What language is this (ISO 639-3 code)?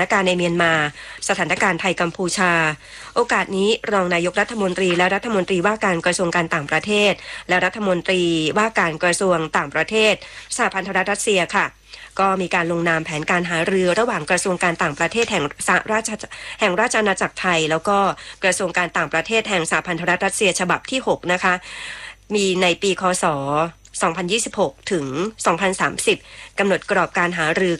tha